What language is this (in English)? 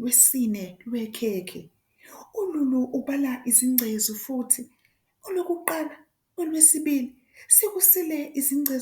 Zulu